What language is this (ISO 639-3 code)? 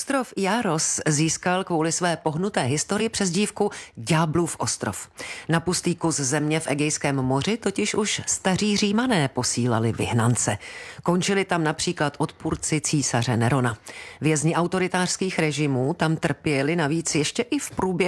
ces